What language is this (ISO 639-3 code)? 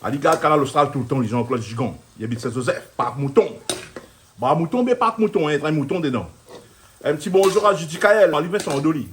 rcf